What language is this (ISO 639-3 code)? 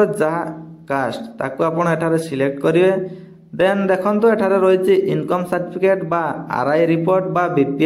ori